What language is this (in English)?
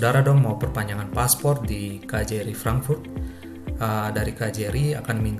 Ambonese Malay